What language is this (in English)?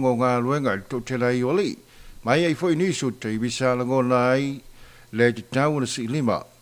Samoan